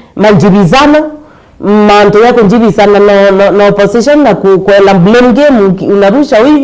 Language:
Meru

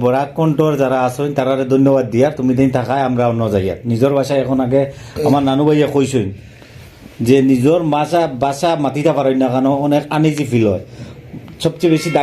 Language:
Sylheti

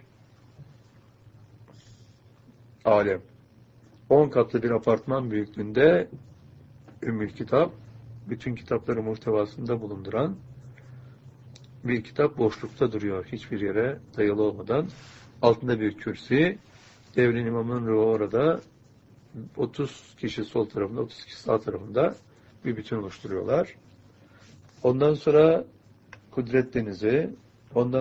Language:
Turkish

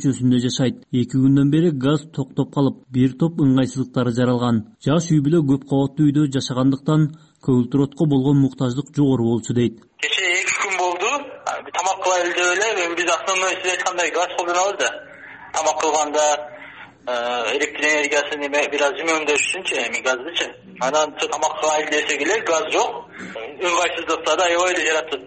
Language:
Kyrgyz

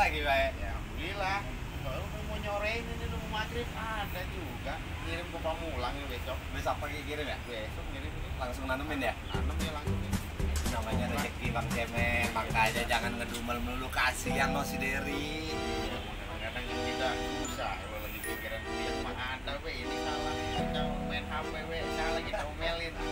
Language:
Betawi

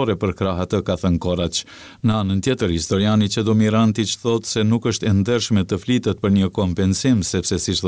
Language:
Albanian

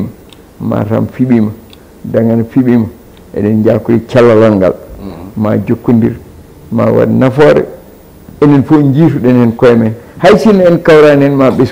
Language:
Fula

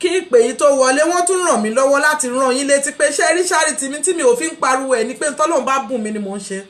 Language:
Yoruba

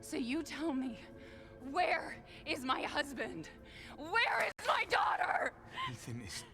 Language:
Swiss German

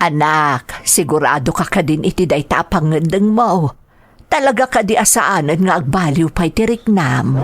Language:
Iloko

